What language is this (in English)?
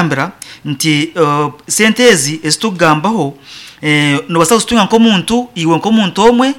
Nyankole